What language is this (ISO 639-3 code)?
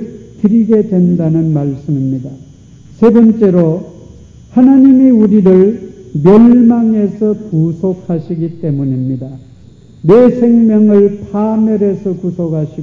kor